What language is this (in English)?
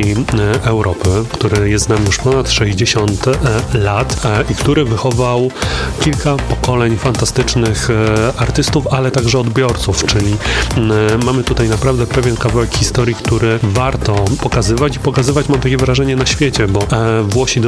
Polish